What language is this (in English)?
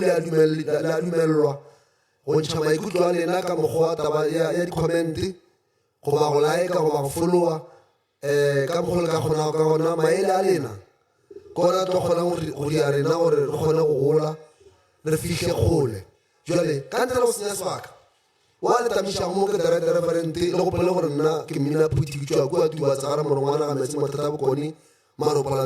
Northern Sotho